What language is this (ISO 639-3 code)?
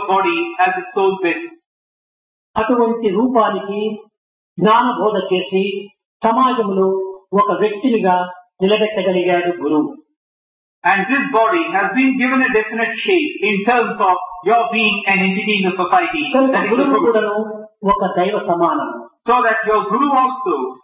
tel